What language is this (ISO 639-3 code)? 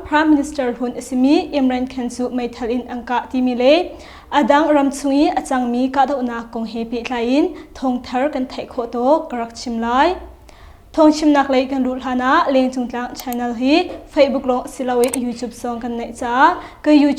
cnh